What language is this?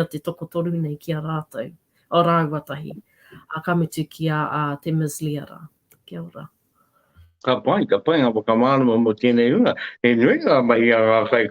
Māori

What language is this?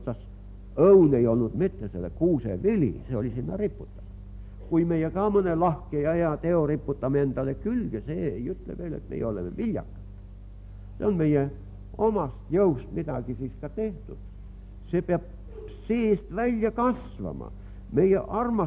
Estonian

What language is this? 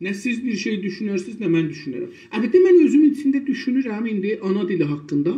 South Azerbaijani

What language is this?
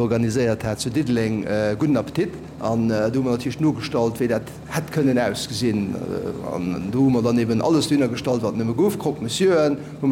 Luxembourgish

